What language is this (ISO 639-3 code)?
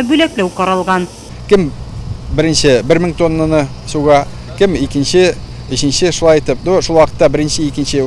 tat